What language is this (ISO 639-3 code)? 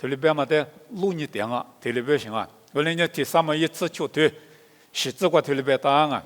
lis